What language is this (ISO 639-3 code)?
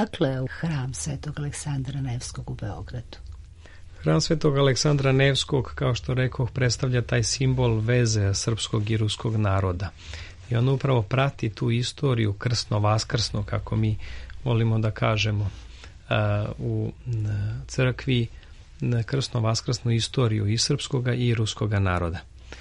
srp